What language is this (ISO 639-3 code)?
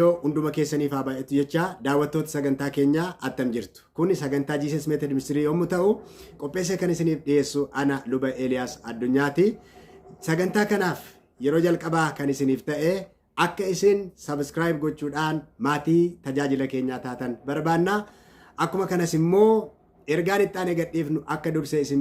orm